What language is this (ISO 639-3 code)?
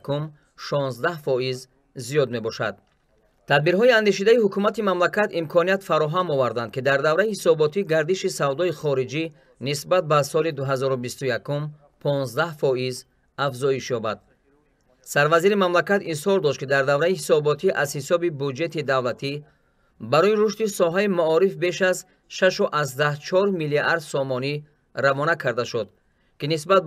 tgk